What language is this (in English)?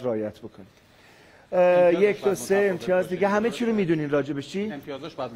Persian